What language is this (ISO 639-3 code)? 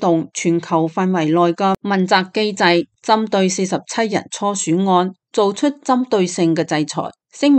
yue